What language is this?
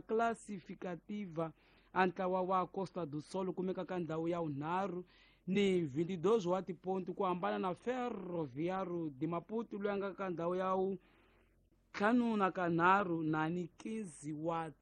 Tsonga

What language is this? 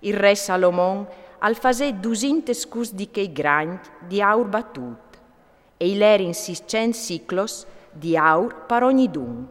Friulian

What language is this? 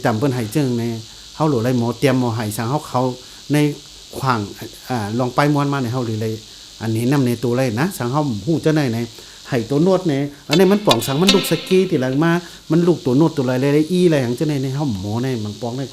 Shan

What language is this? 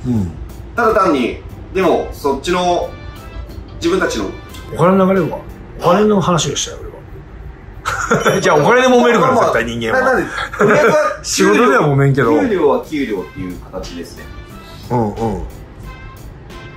Japanese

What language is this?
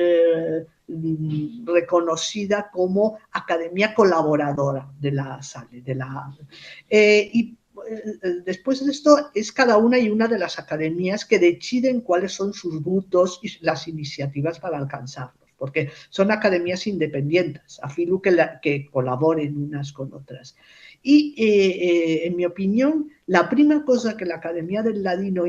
Ladino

